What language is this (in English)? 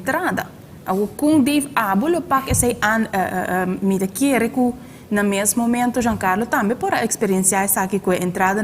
Papiamento